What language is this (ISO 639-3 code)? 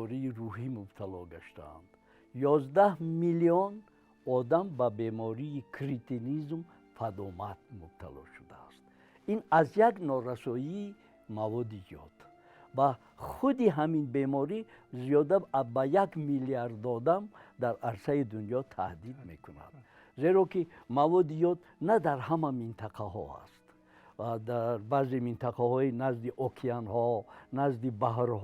tgk